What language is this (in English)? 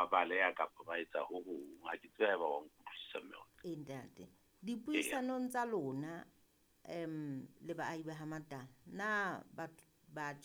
Southern Sotho